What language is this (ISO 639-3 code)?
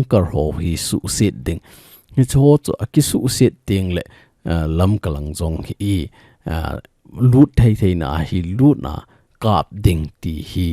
tcz